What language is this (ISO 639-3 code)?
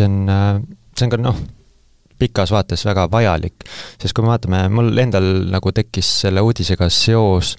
est